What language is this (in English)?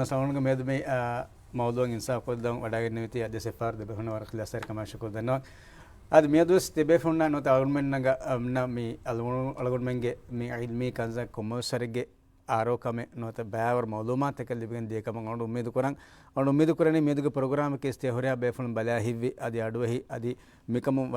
Divehi